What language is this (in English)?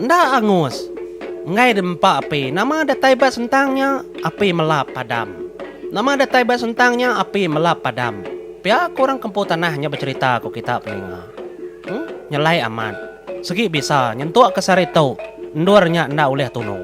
Iban